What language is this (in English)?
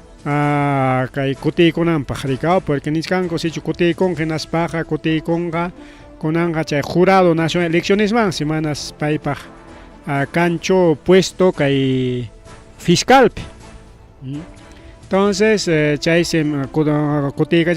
Ayacucho Quechua